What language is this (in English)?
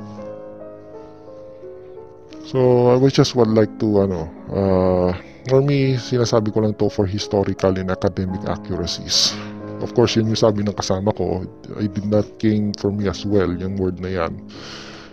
Filipino